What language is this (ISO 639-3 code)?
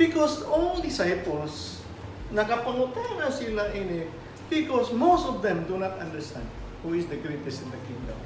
ceb